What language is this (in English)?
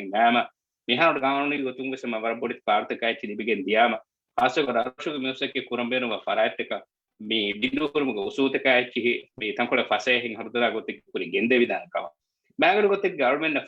Divehi